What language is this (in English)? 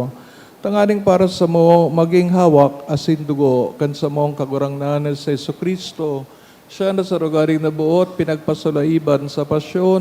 Bikol